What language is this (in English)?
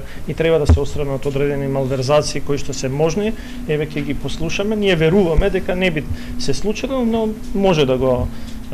Macedonian